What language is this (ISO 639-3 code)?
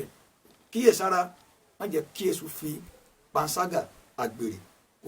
yor